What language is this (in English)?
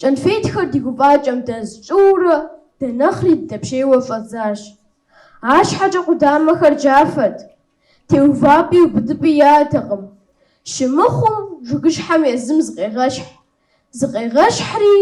Kabardian